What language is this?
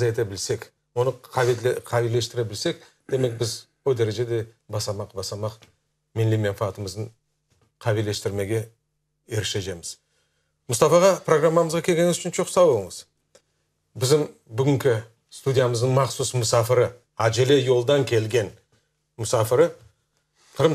Crimean Tatar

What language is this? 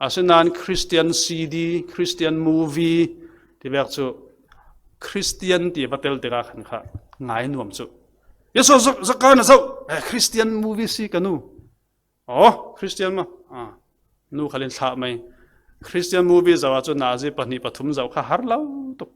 Falam Chin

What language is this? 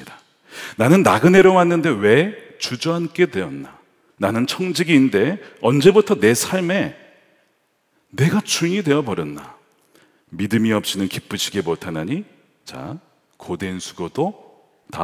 Korean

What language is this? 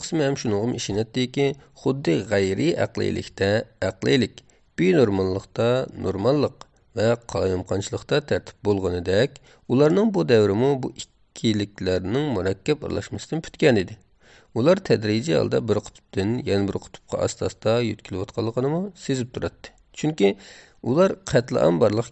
Uyghur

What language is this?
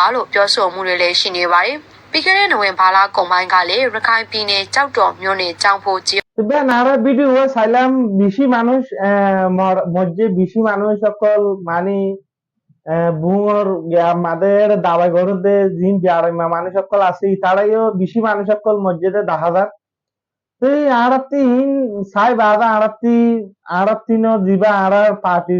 Rohingya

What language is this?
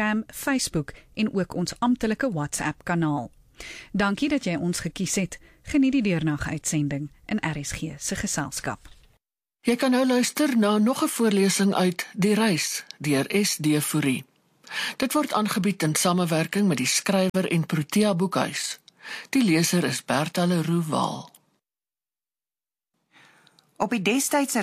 Afrikaans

